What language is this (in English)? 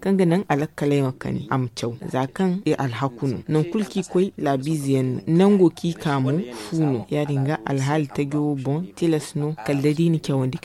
Zarma